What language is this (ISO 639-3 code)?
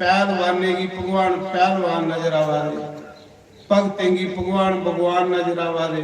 doi